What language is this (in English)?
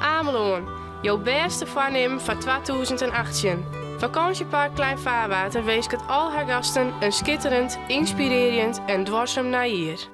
Western Frisian